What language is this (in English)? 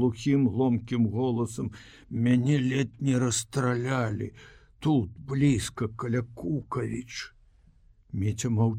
Belarusian